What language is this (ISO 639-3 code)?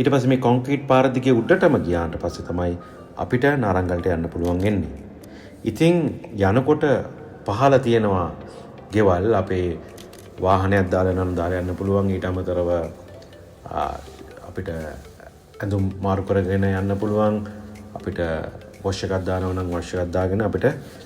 sin